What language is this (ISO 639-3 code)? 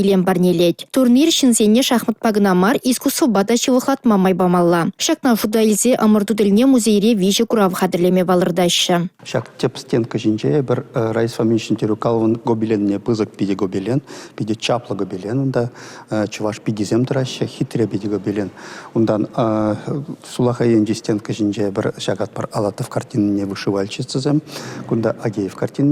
chv